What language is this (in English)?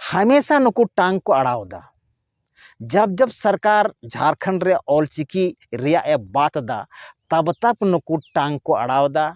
Santali